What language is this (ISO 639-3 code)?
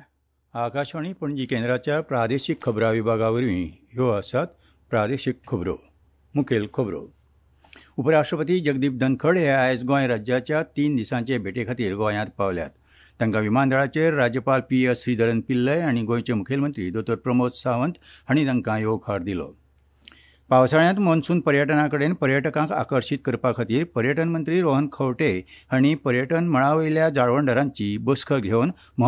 kok